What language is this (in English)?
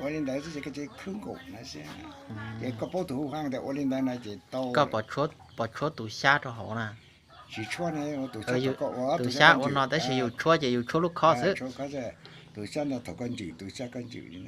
Hmong